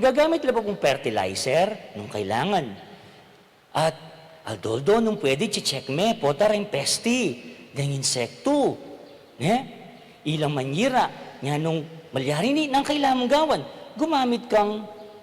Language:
Pampanga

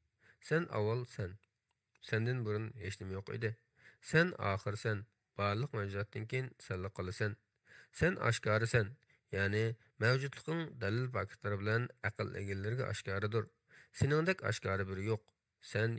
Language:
Uyghur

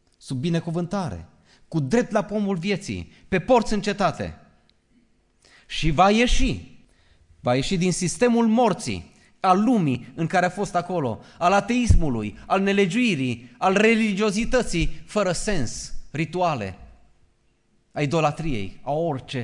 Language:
Romanian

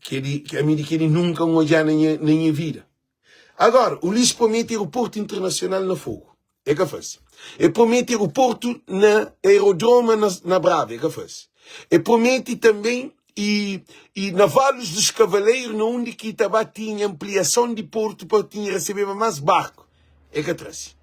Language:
Kabuverdianu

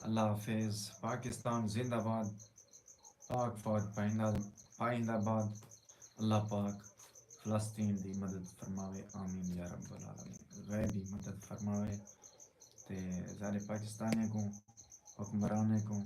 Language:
Saraiki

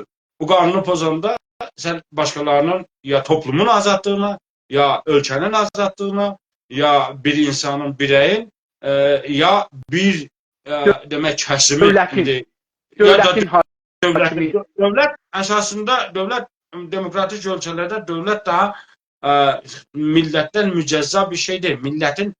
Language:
South Azerbaijani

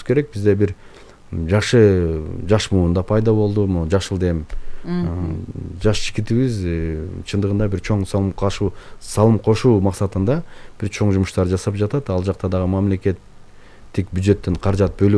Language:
Kyrgyz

